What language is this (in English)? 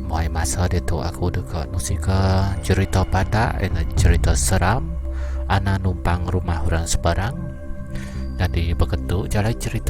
Iban